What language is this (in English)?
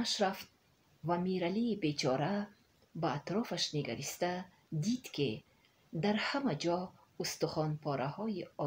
Tajik